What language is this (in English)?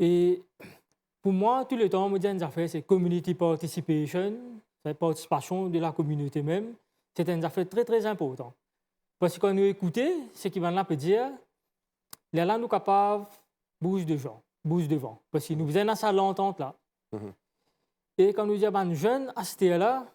Morisyen